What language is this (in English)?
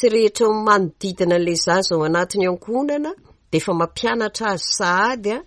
Malagasy